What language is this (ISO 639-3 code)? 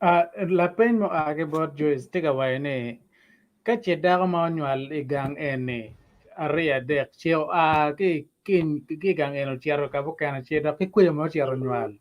ach